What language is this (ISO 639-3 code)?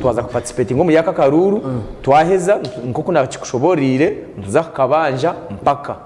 nyn